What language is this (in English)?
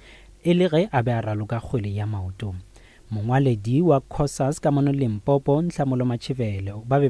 Northern Sotho